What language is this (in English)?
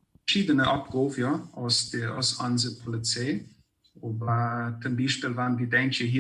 Plautdietsch